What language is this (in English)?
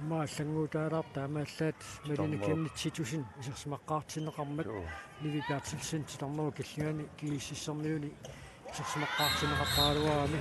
Kalaallisut